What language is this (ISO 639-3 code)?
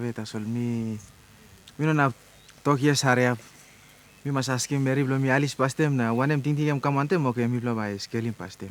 tpi